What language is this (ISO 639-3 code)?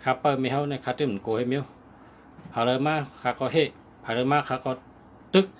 shn